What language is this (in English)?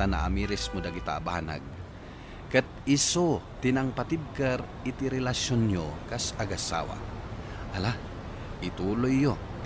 Iloko